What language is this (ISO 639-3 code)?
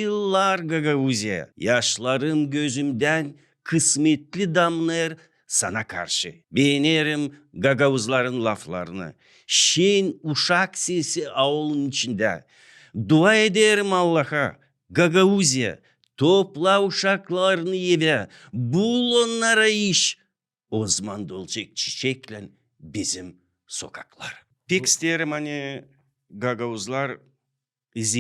gag